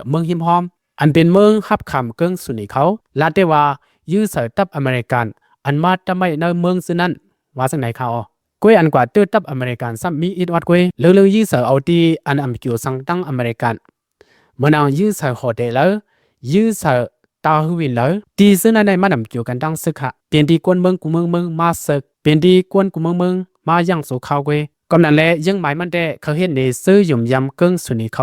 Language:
Shan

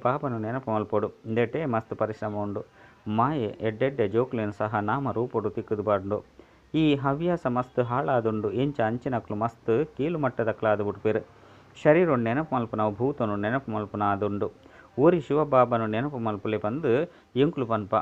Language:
Tulu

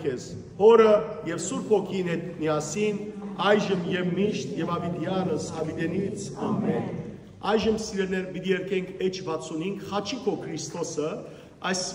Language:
Western Armenian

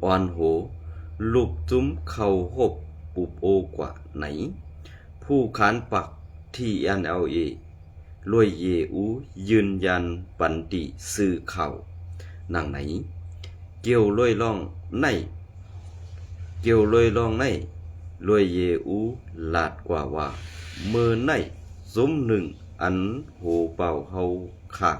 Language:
Shan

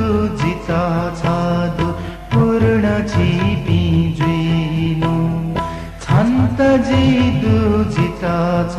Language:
Newari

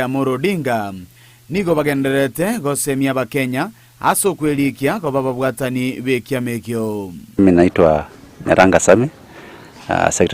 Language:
Gusii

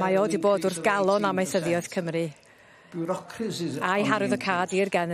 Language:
Welsh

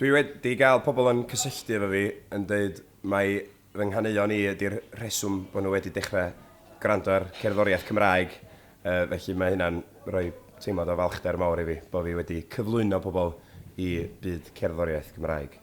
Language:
Welsh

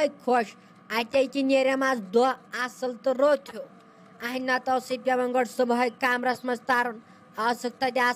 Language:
Kashmiri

